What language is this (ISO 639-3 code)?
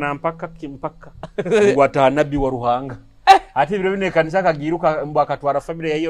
nyo